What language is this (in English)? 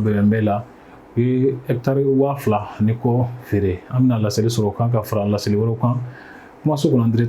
Bambara